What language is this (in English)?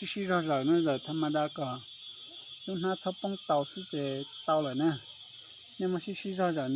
Hmong